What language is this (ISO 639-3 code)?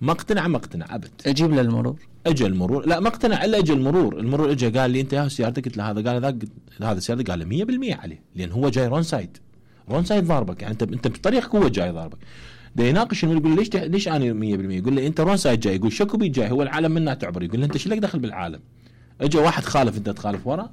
acm